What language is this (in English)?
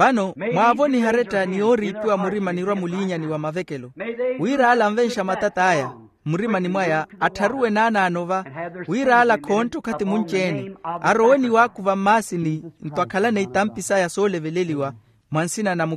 Makhuwa